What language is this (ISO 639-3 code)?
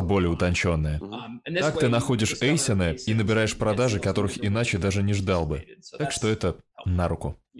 rus